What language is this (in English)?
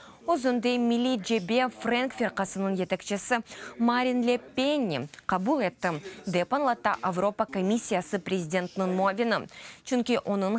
Crimean Tatar